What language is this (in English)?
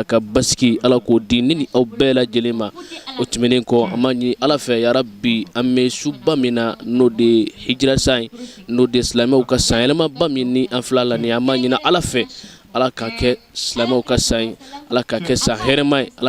Bambara